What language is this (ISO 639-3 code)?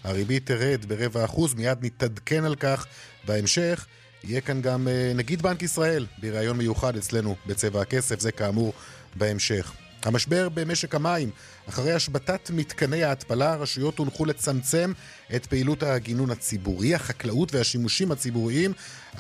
heb